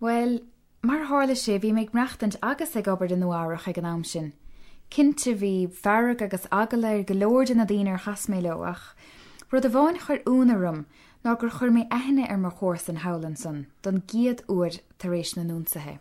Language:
Irish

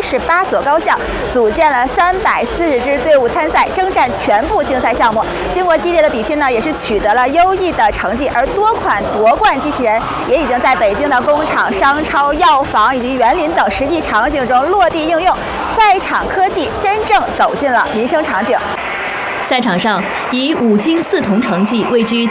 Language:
Chinese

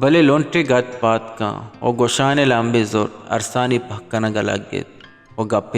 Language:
Baluchi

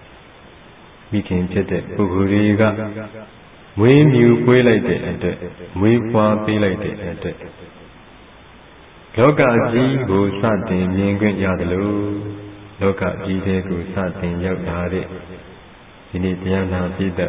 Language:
Burmese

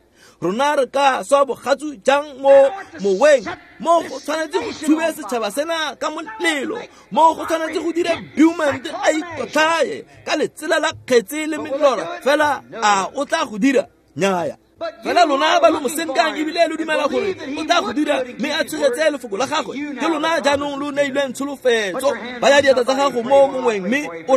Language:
Tswana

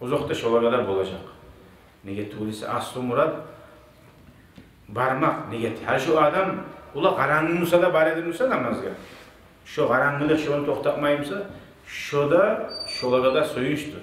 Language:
Kumyk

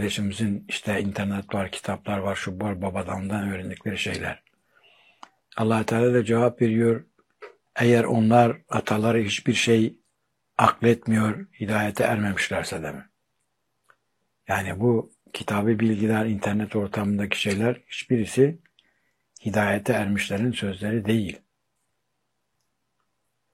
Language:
Turkish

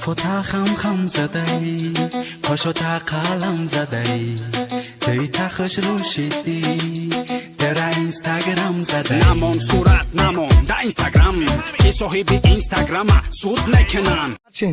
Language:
Tajik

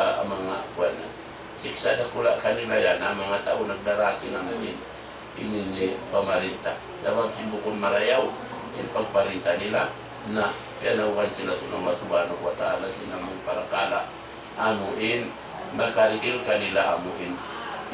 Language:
Tausug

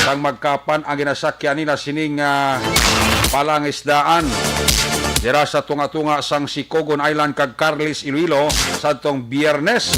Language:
Hiligaynon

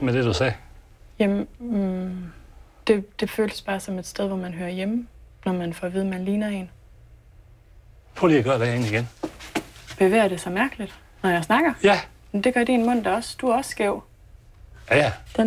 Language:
Danish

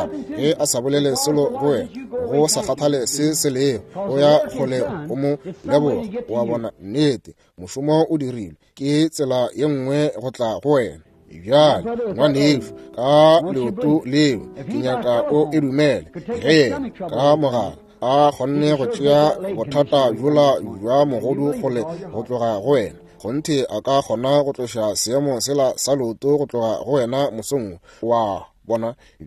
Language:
Northern Sotho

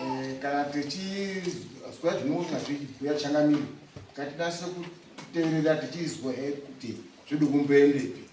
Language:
Shona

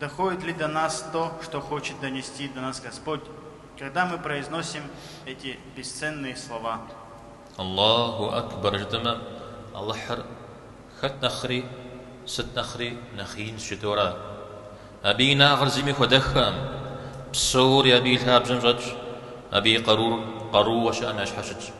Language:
Kabardian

